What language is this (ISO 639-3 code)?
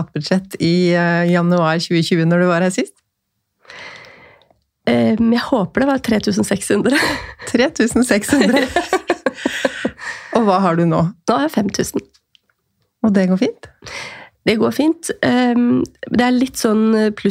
nor